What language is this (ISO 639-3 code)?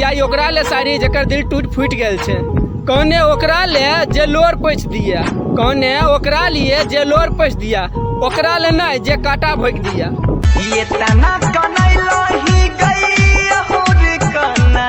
mai